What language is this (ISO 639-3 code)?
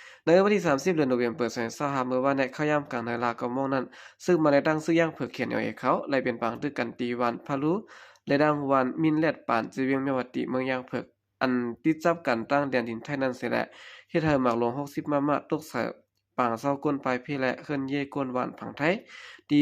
shn